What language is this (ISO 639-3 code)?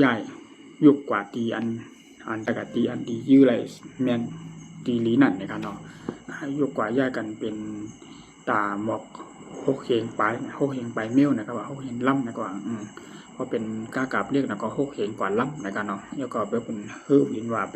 shn